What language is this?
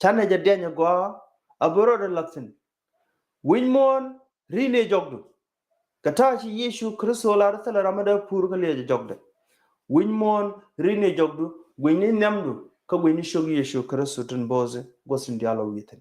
Nuer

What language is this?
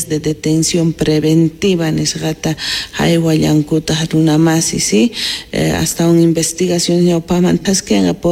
Quechua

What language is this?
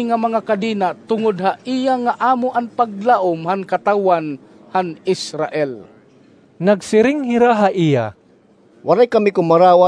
Waray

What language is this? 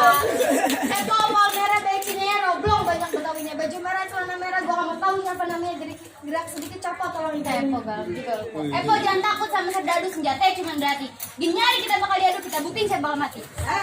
Betawi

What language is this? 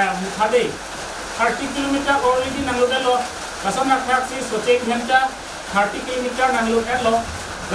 Karbi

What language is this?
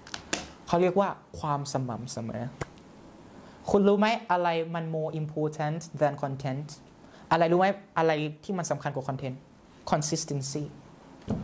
Thai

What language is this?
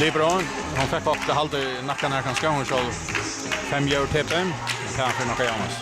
Faroese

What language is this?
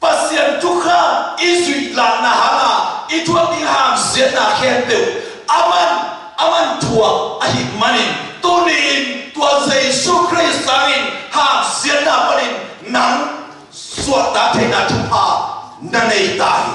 Tedim Chin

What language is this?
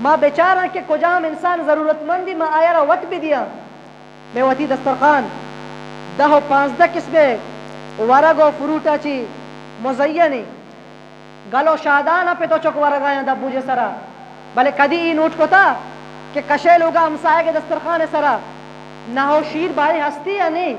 Eastern Balochi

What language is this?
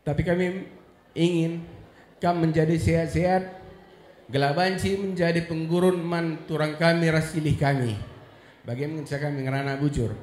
Batak Karo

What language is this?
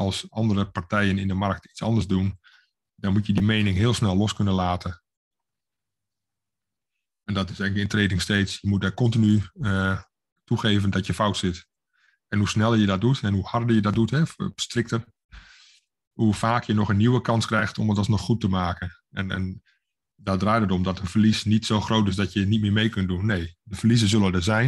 Dutch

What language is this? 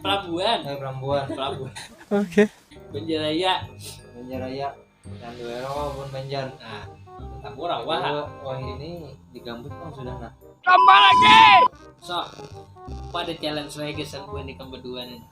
Banjar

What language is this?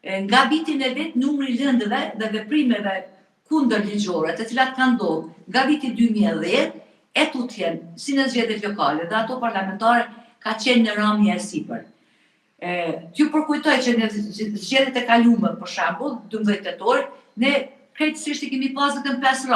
Albanian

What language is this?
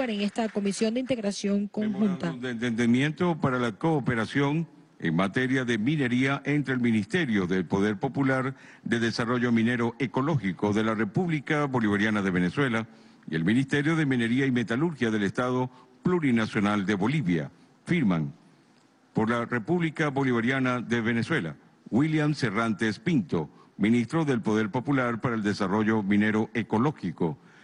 Spanish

